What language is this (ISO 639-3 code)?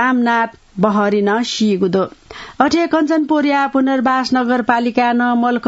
new